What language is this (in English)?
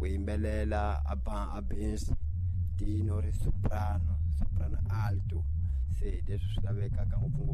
Tsonga